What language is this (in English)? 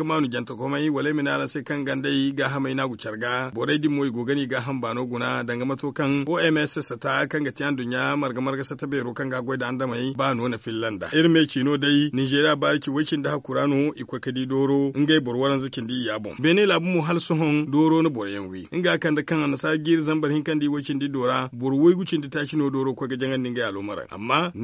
Zarma